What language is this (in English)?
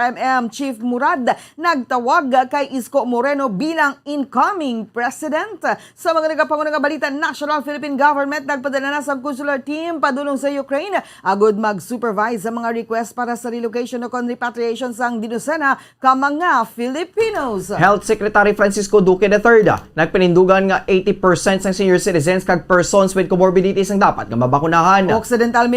Hiligaynon